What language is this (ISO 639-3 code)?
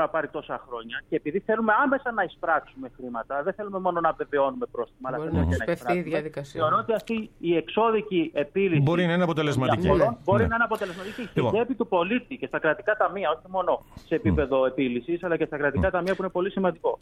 ell